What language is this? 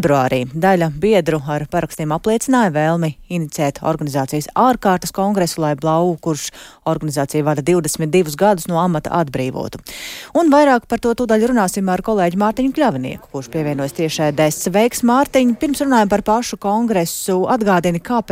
Latvian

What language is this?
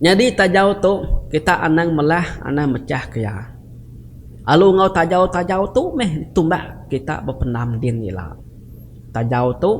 Iban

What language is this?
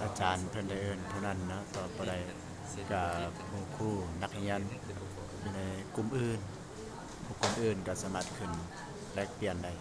Lao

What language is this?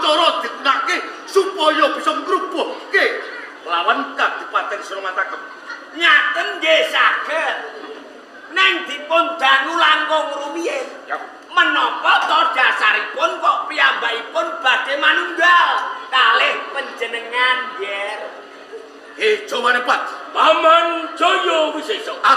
Javanese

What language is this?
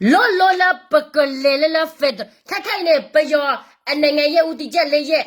S'gaw Karen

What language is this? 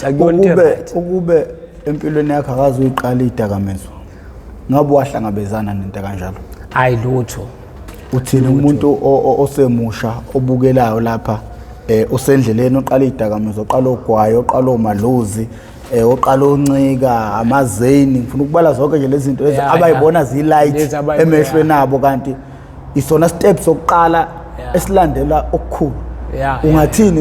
Zulu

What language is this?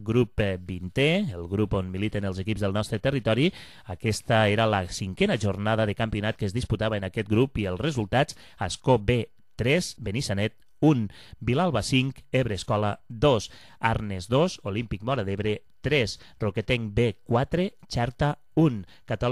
Catalan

